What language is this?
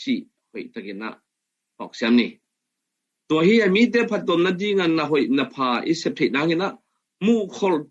Tedim Chin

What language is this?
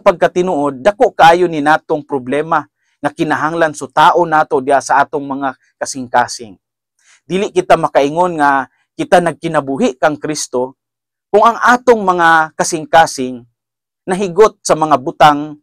Cebuano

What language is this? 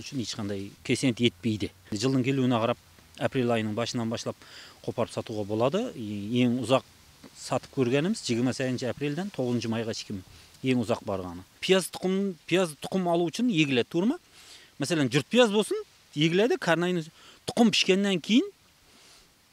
Kara-Kalpak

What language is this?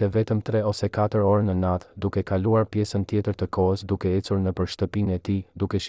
Albanian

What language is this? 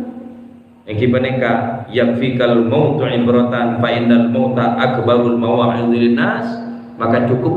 Madurese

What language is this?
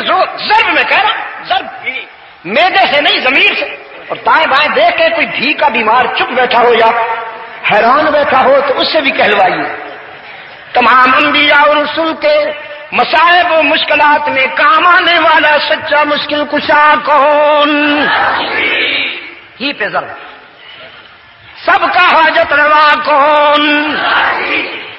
Urdu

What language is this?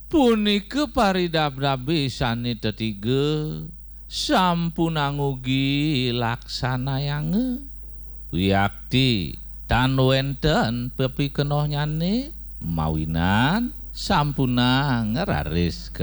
Balinese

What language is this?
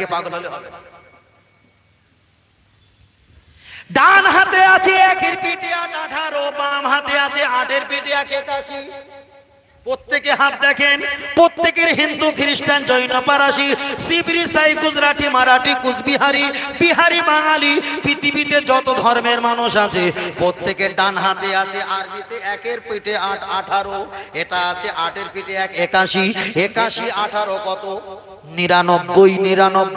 Bangla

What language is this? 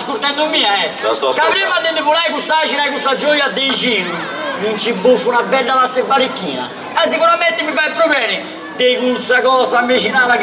Sardinian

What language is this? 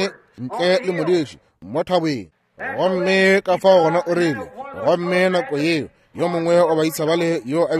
Northern Sotho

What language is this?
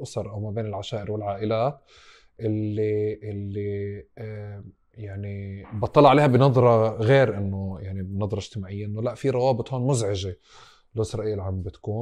North Levantine Arabic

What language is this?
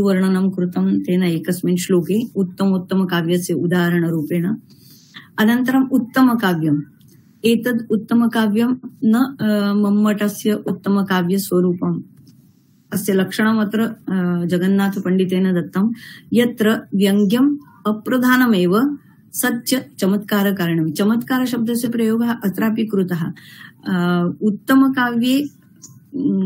Sanskrit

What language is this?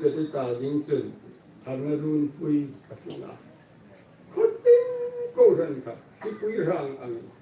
Hmar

